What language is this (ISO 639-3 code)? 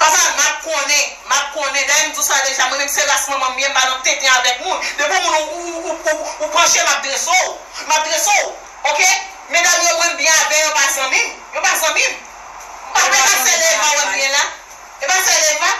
hat